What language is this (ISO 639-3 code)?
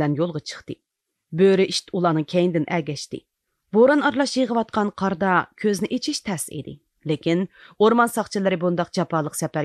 uig